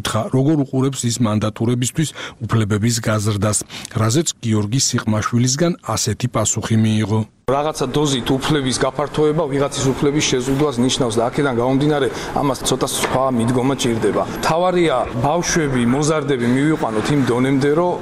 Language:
Georgian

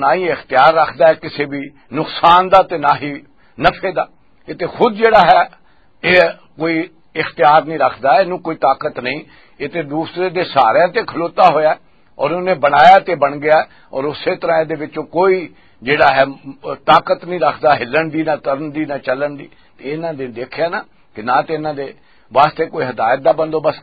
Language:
Western Panjabi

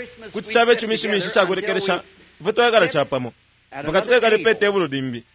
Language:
Bemba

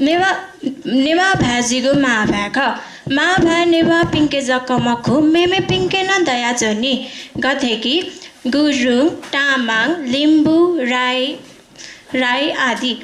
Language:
Newari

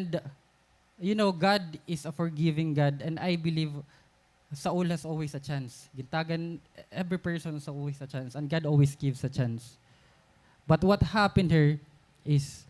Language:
Waray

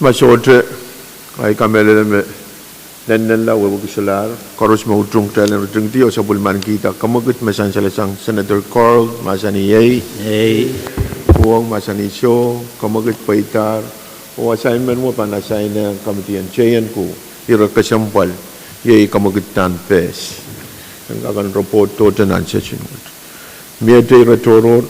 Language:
Pohnpeian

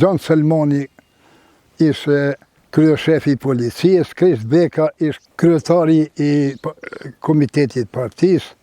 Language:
Albanian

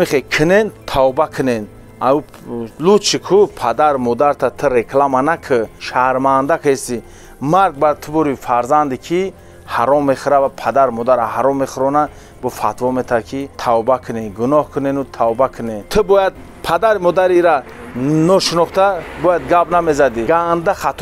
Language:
Tajik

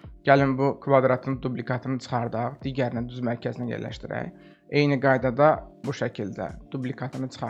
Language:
Azerbaijani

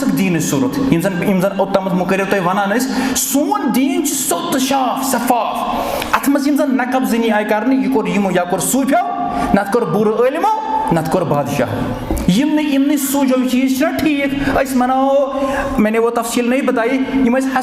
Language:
Kashmiri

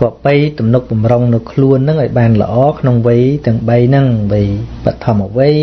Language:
Khmer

